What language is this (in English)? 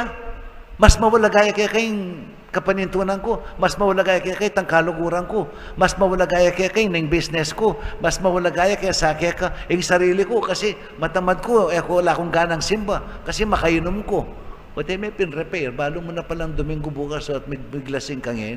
Pampanga